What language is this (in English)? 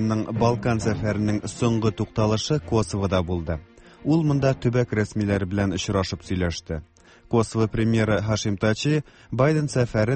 Tatar